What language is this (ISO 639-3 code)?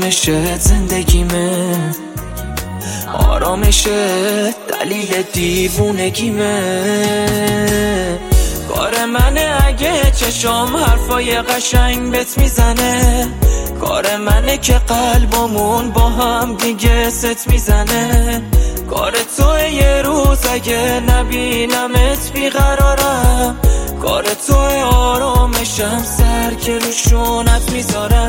fas